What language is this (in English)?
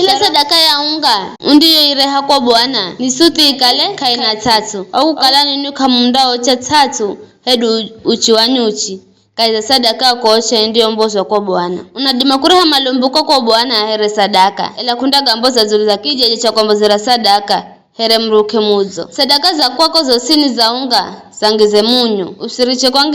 Giryama